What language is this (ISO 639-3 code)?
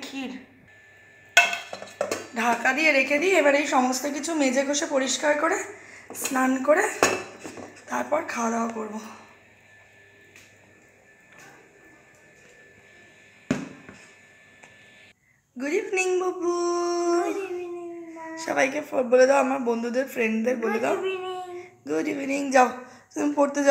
ben